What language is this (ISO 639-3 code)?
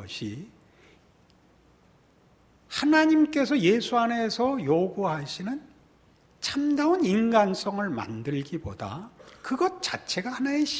kor